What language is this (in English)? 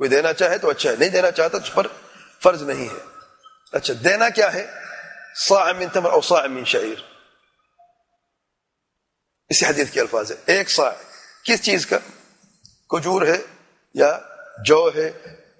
Urdu